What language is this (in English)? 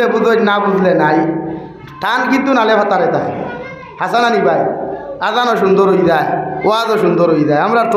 Sylheti